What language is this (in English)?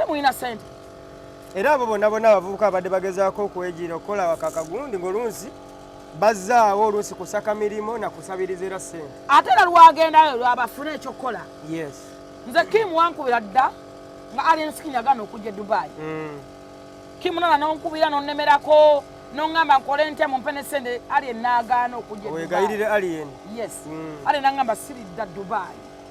Ganda